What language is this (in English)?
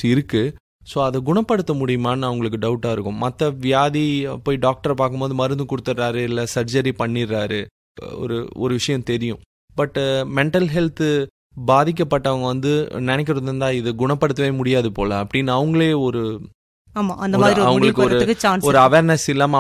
Tamil